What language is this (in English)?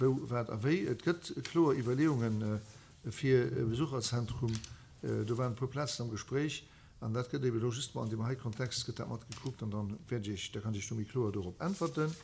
Luxembourgish